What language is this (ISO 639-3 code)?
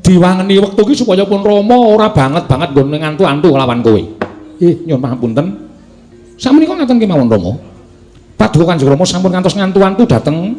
jav